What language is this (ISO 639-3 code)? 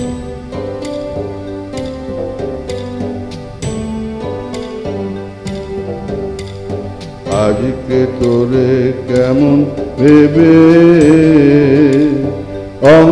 ben